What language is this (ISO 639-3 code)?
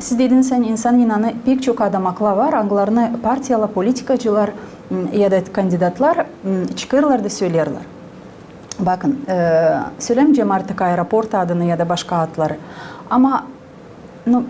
gag